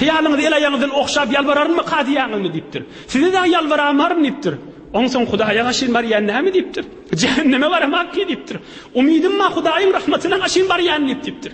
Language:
Turkmen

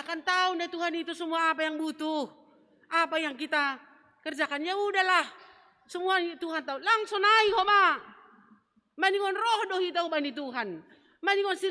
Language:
Batak Simalungun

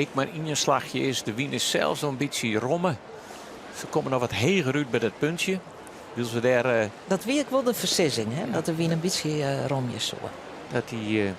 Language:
Western Frisian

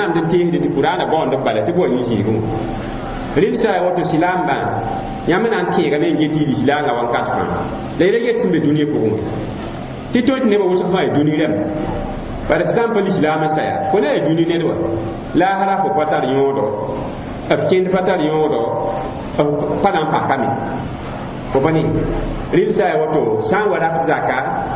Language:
Mossi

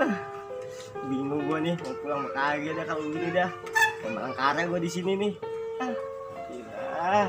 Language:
Betawi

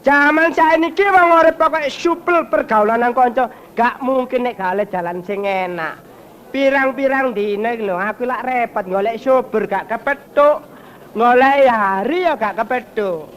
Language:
Javanese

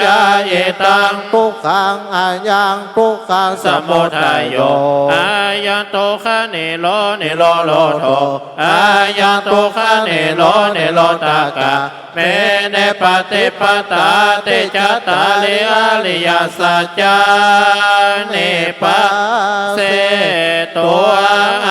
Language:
Pali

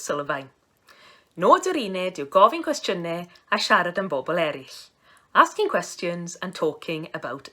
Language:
Welsh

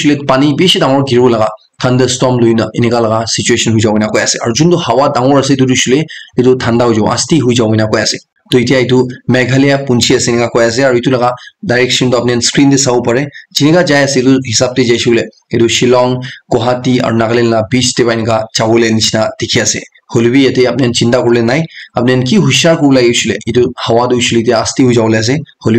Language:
Naga Pidgin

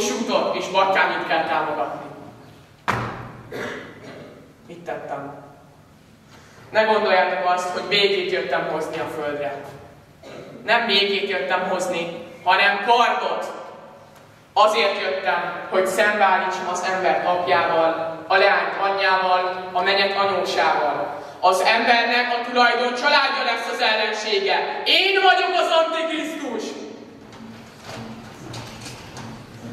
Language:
Hungarian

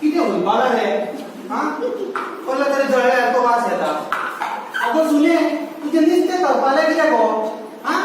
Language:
Konkani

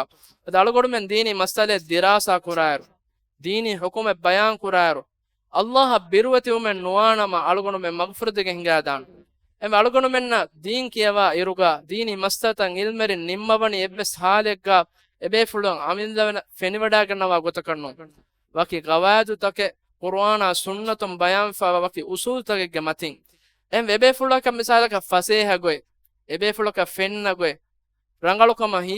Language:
Divehi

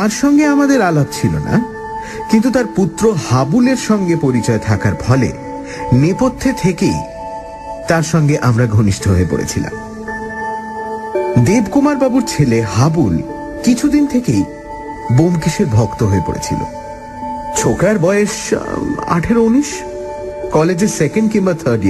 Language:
Bangla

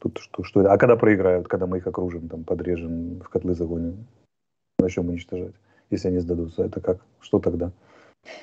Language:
Russian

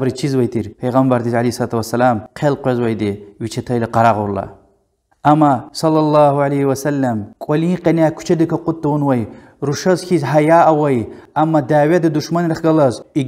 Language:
Lezghian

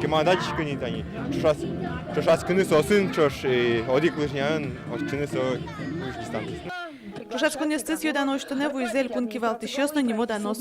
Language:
Udmurt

